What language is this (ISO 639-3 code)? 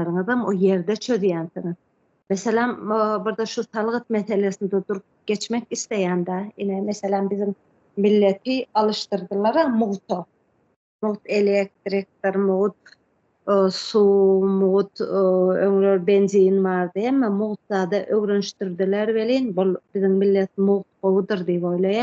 tuk